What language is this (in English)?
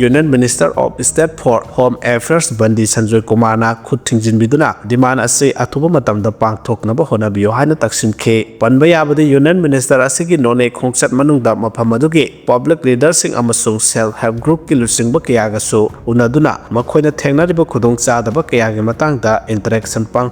Manipuri